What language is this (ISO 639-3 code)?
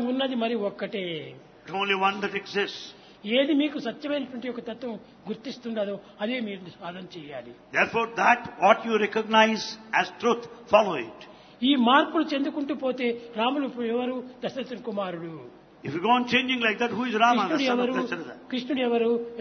tel